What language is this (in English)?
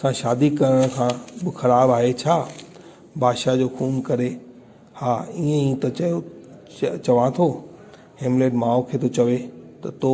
Sindhi